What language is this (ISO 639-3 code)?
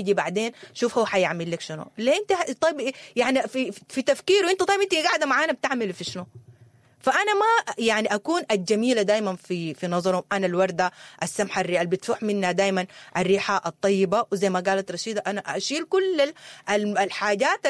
apd